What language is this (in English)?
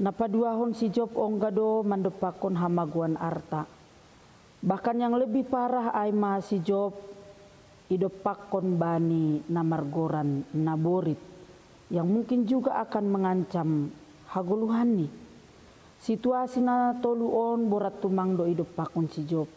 Batak Simalungun